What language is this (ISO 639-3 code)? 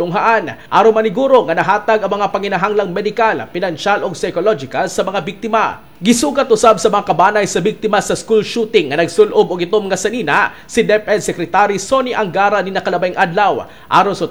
ceb